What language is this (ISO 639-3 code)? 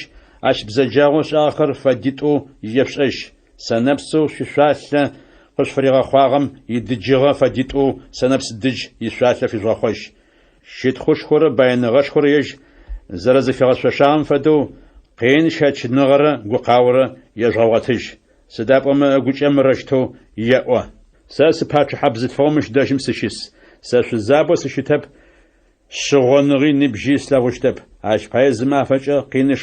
ady